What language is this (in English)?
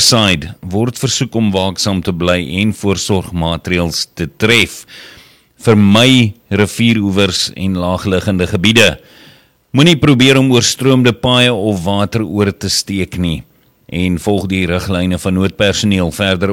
Afrikaans